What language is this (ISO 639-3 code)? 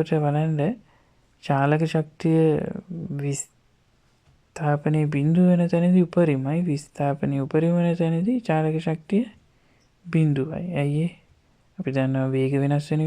sin